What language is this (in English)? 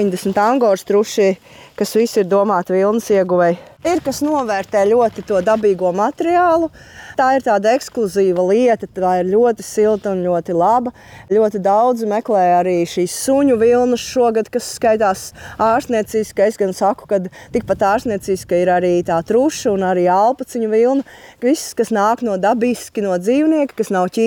Latvian